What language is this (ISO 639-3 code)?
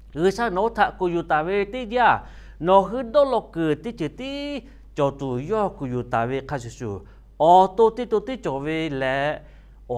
lhu